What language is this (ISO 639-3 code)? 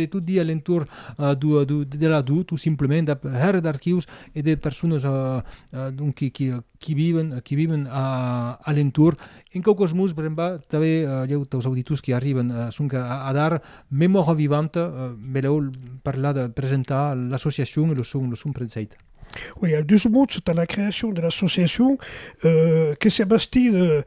oci